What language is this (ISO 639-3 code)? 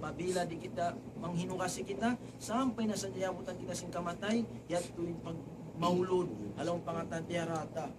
tsg